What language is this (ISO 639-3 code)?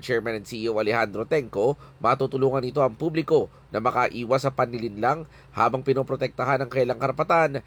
fil